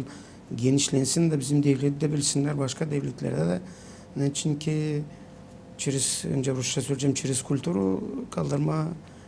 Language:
Gagauz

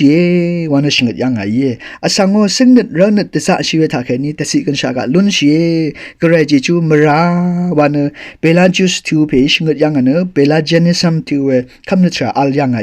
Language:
Rawang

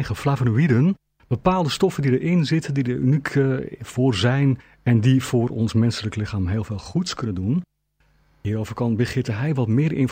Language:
Dutch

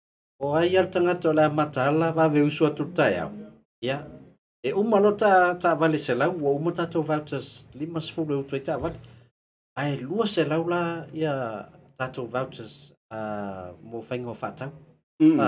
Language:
Samoan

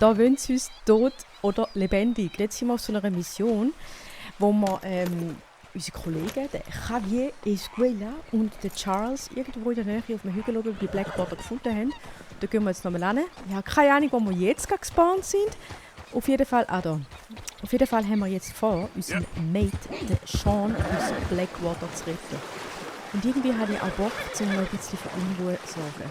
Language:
Swiss German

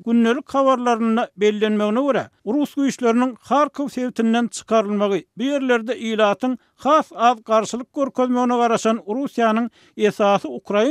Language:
Turkmen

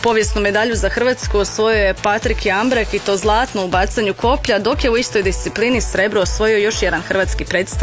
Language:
Croatian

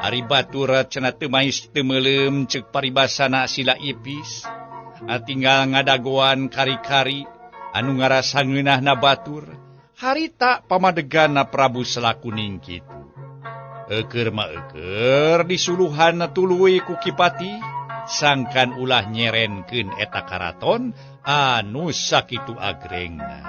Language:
Sundanese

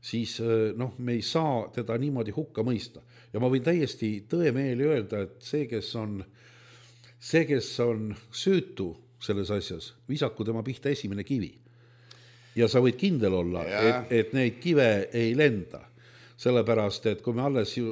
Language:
Estonian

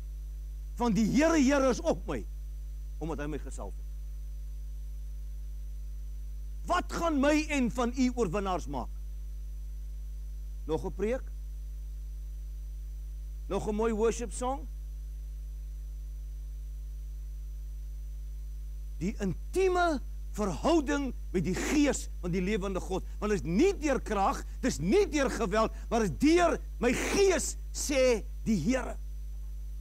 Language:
Afrikaans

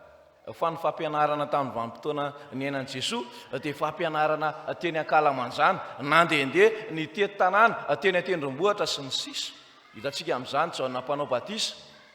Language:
Malagasy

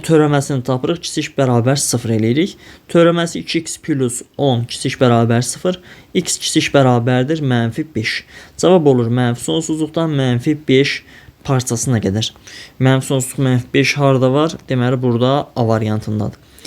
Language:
Azerbaijani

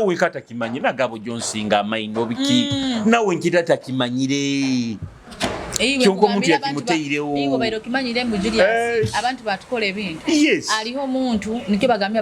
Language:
Nyoro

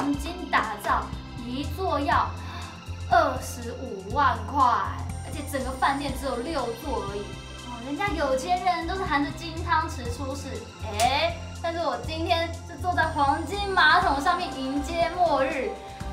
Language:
Chinese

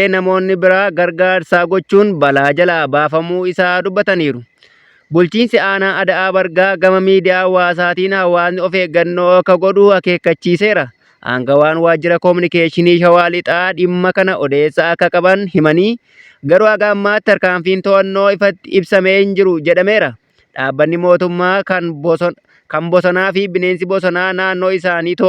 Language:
Oromo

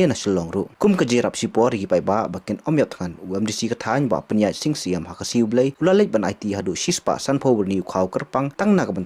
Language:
Khasi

